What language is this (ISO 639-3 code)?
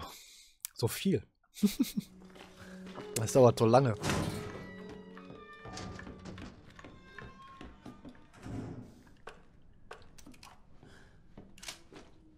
deu